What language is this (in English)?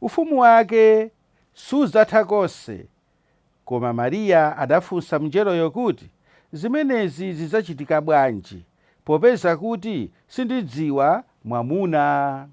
Nyanja